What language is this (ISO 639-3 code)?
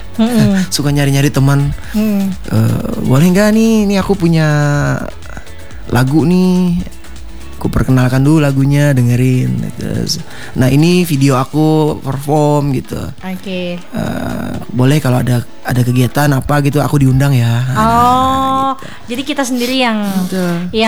ind